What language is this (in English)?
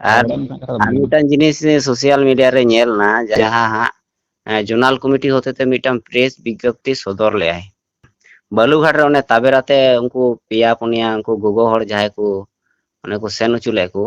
Santali